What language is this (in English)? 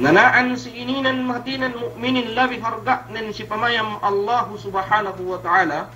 Yakan